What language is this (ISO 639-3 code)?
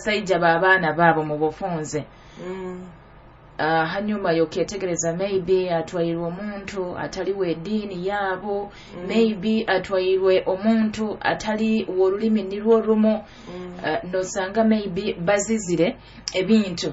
nyo